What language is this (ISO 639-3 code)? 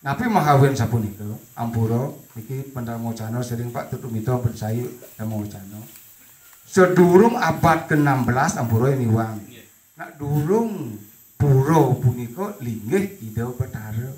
ban